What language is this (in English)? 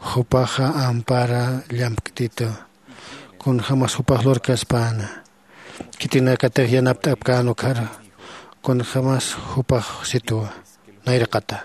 Aymara